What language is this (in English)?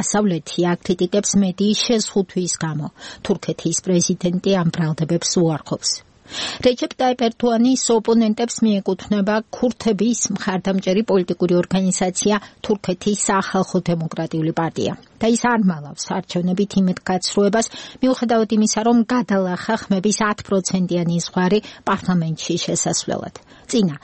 Georgian